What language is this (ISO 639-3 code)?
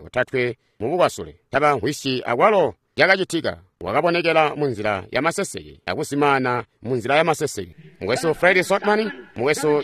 toi